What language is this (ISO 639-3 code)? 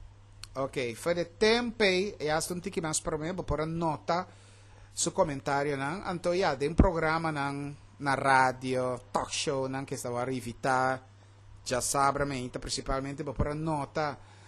pap